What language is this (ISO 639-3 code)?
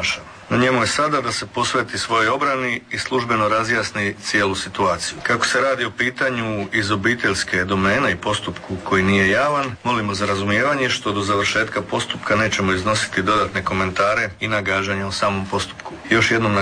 hrv